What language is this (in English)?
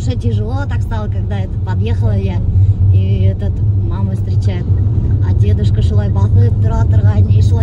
Bashkir